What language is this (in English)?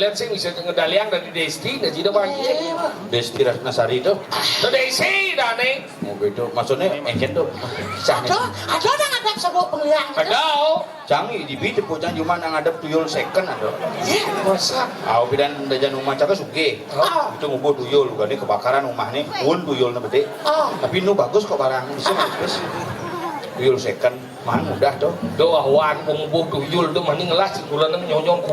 Balinese